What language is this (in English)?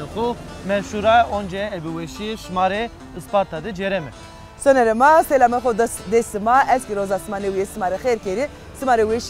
Zaza